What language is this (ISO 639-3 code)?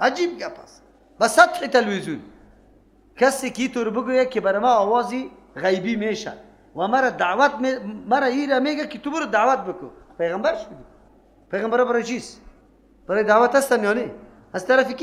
fas